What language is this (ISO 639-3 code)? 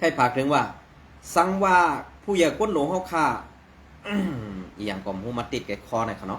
shn